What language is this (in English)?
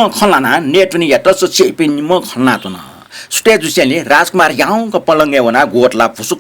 Newari